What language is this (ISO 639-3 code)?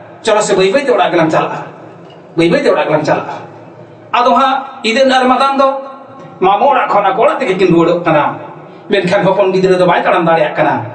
sat